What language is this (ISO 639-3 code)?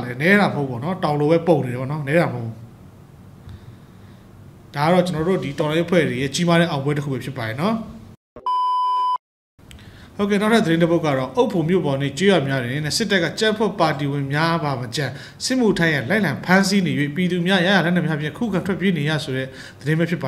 mya